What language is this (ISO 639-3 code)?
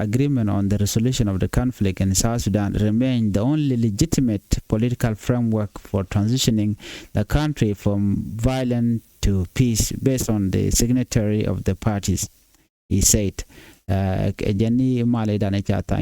nus